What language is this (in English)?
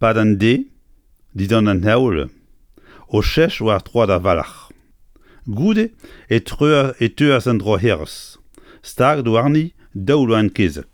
Breton